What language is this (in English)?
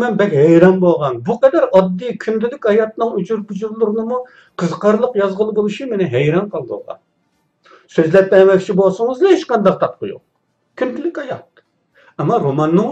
Uyghur